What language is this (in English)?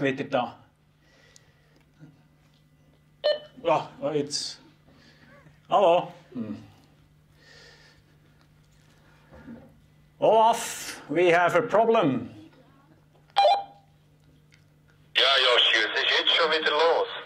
German